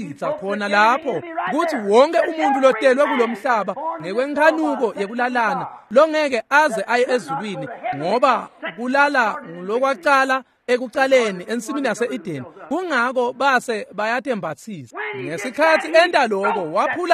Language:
Swati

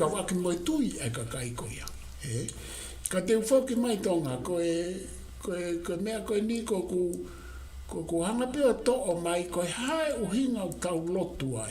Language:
Tongan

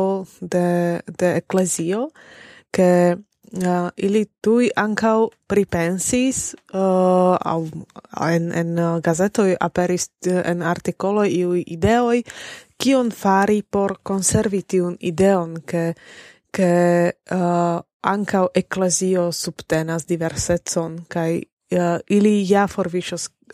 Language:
Esperanto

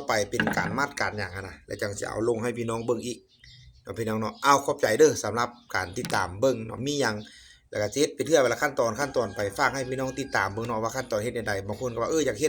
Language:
Lao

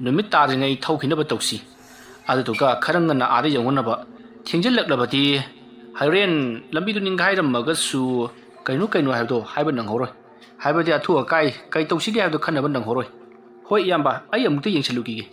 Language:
Manipuri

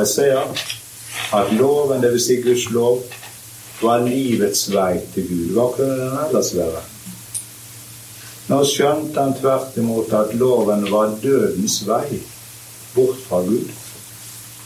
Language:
Norwegian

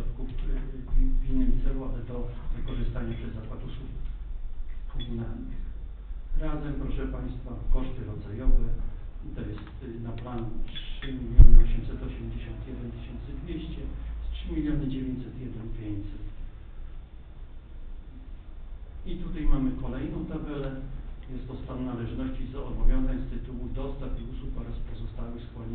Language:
Polish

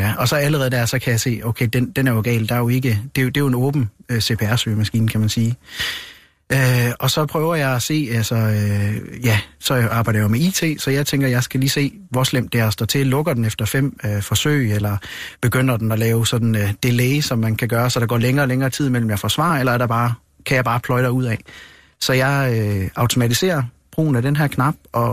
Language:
Danish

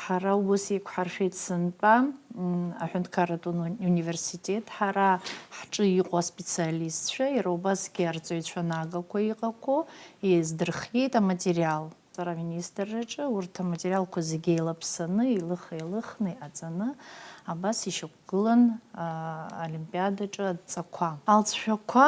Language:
Abkhazian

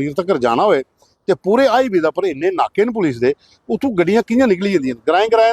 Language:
Dogri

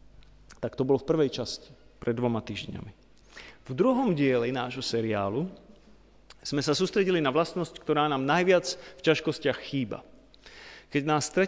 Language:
Slovak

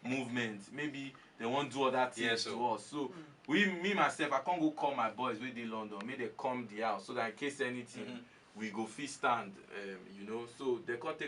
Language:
Nigerian Pidgin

